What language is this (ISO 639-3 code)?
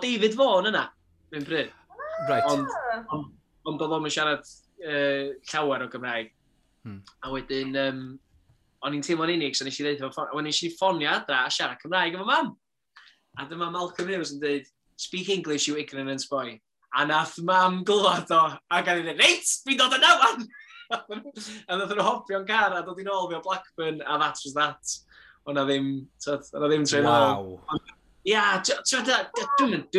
cym